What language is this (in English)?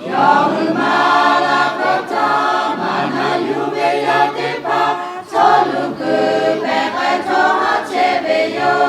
Lahu